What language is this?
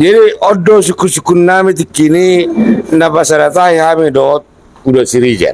Batak Toba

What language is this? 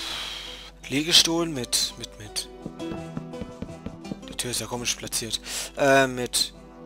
German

